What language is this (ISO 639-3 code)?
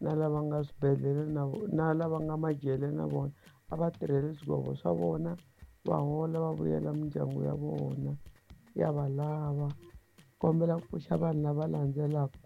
tso